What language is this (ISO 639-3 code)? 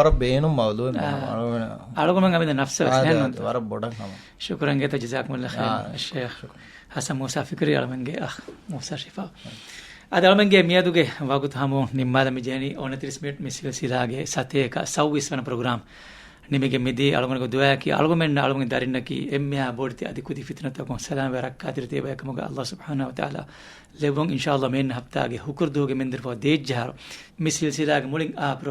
div